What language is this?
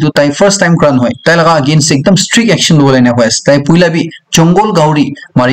Naga Pidgin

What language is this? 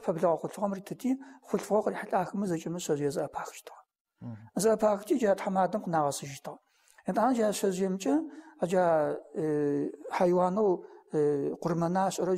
Adyghe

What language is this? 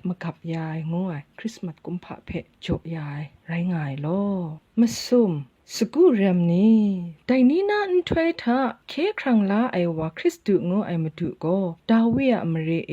Kachin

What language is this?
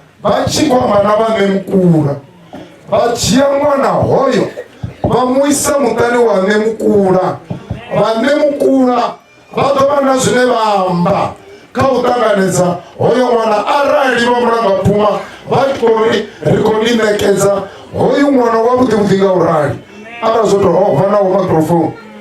Venda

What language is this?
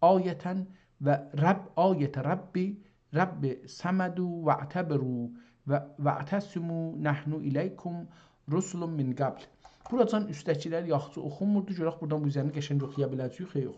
South Azerbaijani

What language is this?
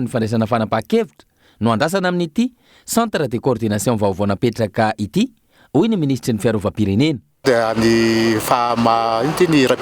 Malagasy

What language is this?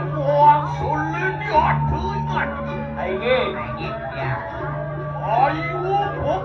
Balinese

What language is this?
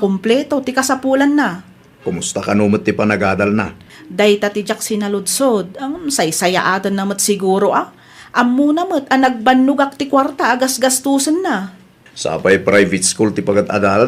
Iloko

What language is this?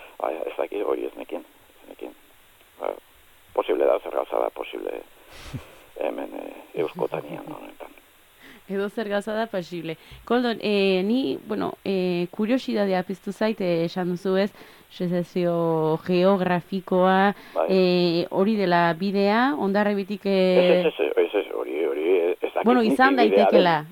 Basque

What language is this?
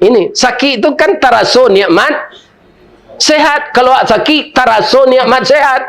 Minangkabau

